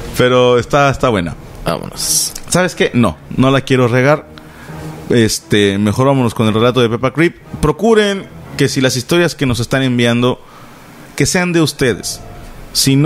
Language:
Spanish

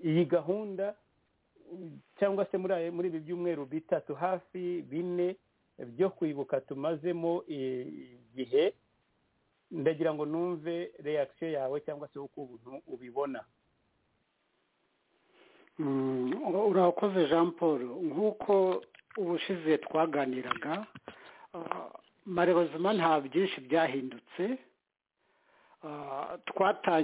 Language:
Kinyarwanda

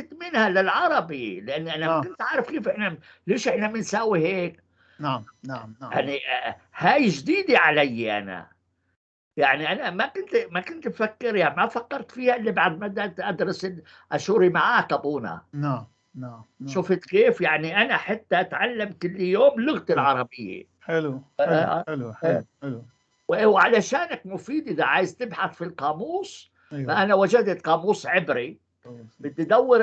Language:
North Levantine Arabic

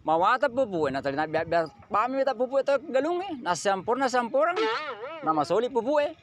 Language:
Buginese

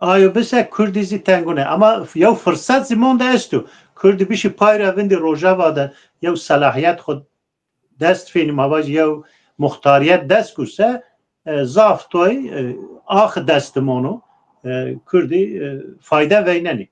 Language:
Zaza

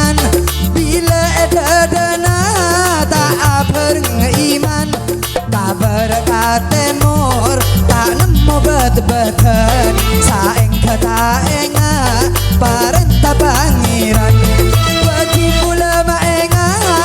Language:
Madurese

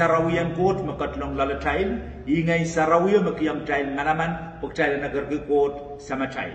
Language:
Pohnpeian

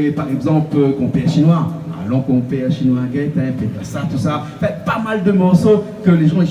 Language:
Réunion Creole French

